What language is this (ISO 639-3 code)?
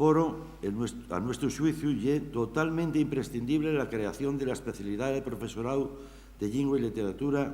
ast